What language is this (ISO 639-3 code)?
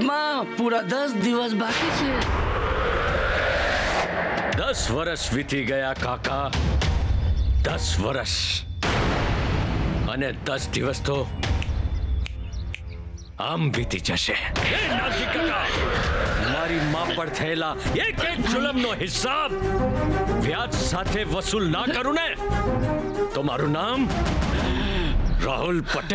guj